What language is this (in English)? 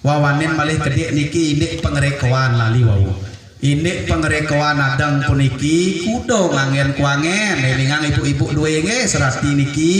Balinese